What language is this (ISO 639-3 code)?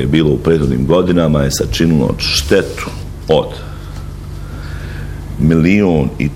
bos